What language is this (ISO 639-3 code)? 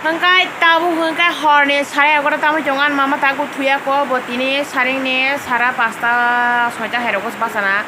trp